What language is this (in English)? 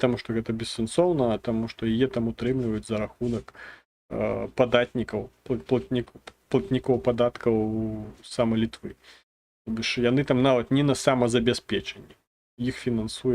Belarusian